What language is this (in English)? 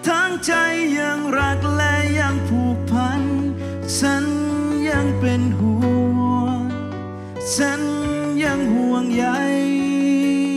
Thai